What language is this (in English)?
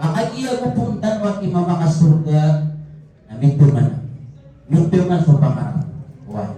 Maranao